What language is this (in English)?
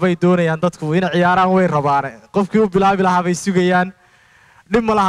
Somali